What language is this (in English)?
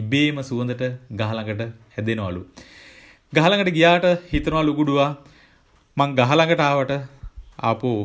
Sinhala